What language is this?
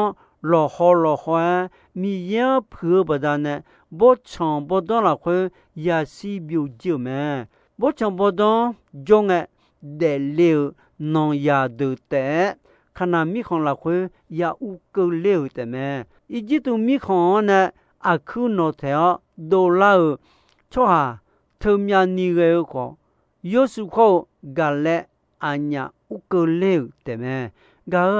Akha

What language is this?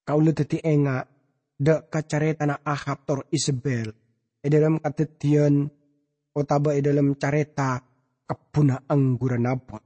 Madurese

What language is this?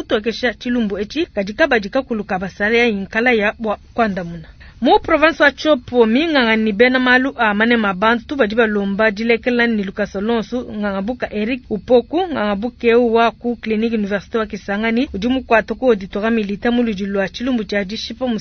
Luba-Lulua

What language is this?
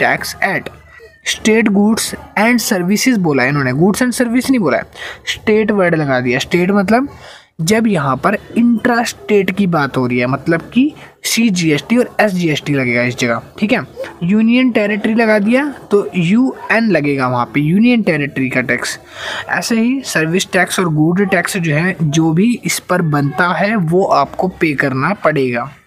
Hindi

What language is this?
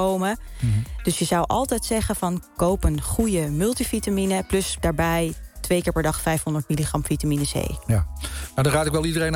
Dutch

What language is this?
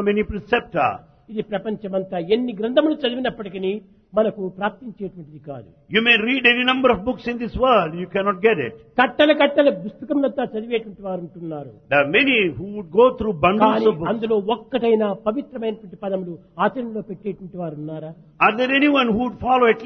Telugu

